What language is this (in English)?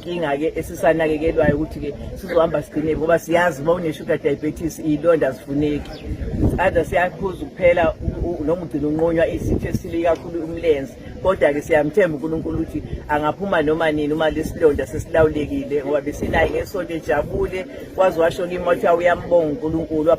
Zulu